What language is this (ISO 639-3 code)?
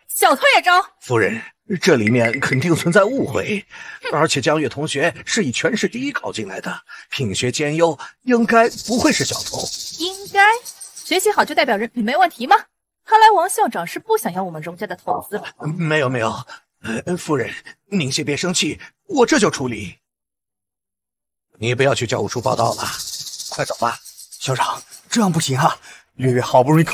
zho